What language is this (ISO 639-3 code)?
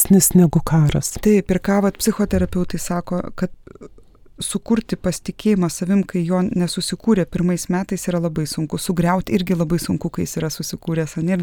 lit